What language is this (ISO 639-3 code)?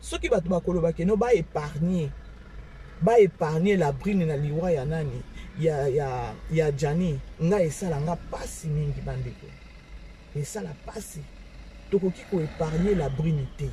lin